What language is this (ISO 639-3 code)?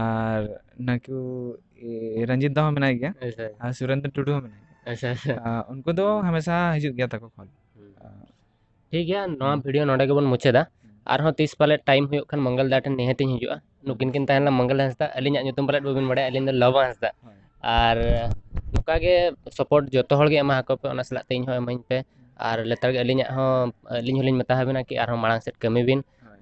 sat